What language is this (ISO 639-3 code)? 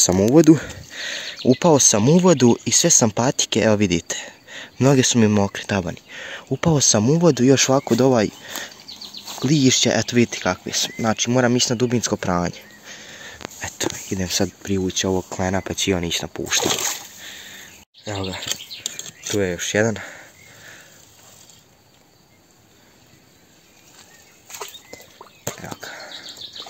hrv